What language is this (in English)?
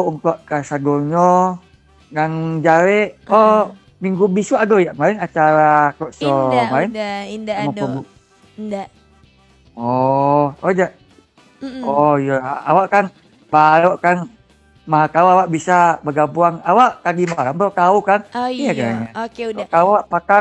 Minangkabau